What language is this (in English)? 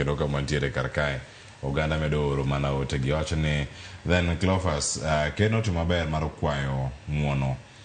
Luo (Kenya and Tanzania)